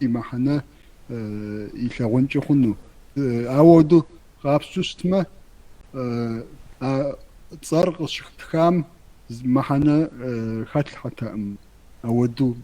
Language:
Kabardian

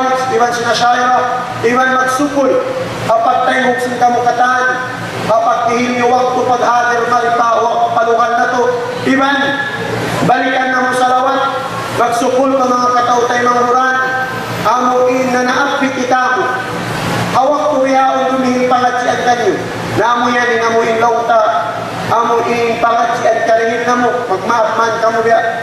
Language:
Tausug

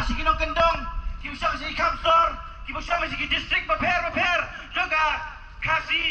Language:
Khasi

